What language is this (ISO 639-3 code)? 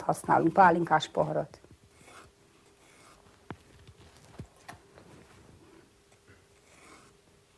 hun